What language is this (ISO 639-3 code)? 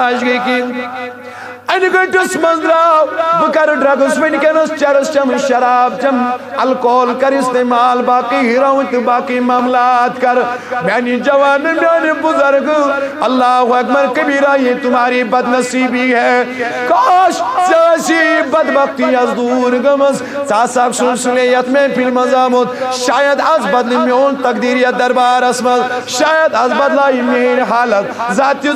kas